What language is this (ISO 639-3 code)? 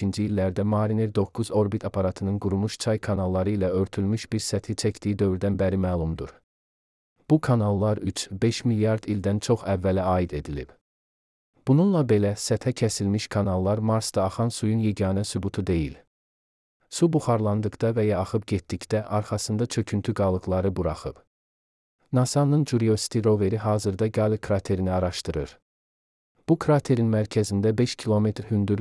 aze